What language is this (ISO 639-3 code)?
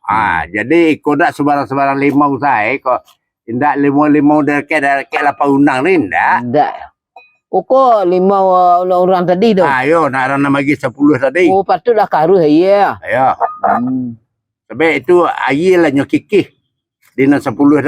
min